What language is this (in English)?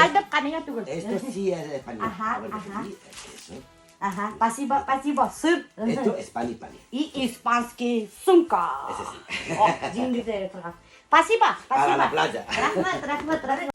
Bashkir